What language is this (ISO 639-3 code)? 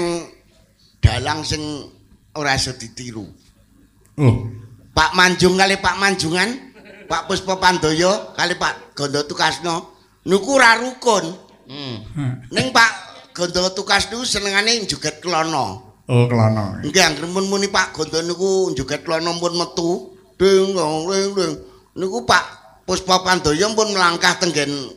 jav